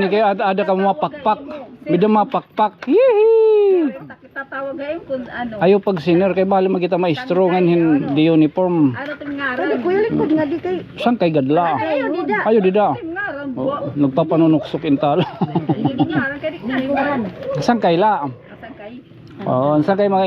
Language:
Waray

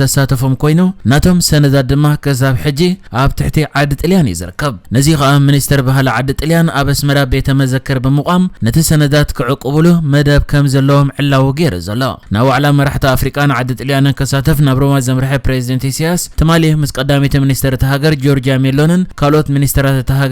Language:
Tigrinya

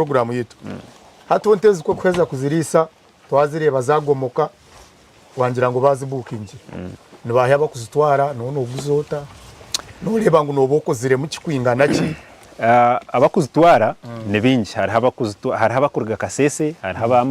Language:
Nyankole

